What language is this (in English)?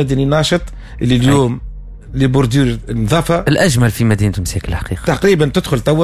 Tunisian Arabic